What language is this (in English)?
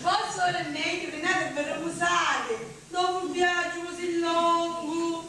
Sicilian